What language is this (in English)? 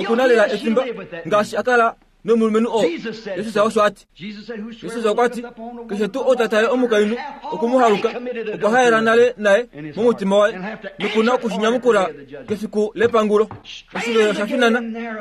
Kuanyama